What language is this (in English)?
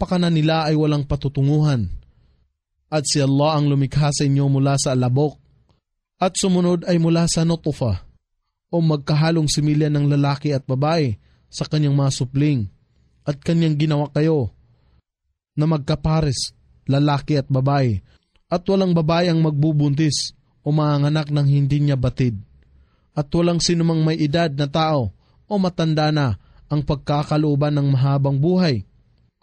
Filipino